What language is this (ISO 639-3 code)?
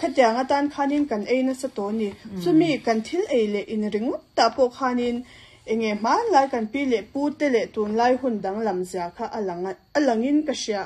lus